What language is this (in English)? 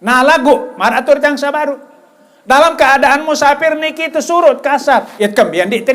Sasak